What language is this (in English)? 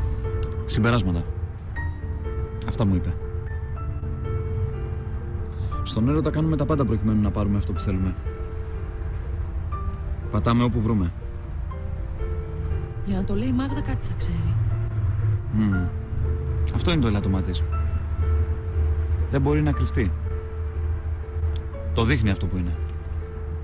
Greek